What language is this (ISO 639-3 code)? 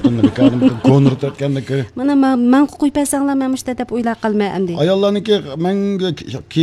uig